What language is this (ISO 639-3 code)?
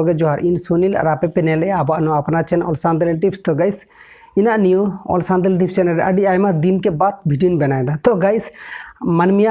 sat